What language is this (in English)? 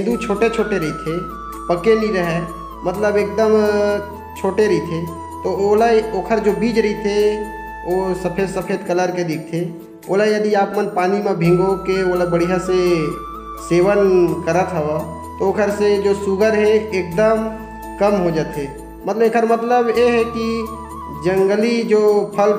Chhattisgarhi